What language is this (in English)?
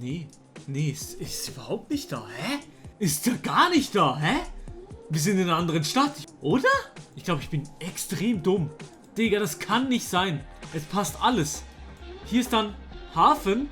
Swiss German